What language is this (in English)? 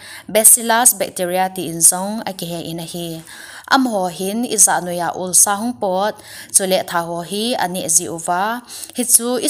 Thado Chin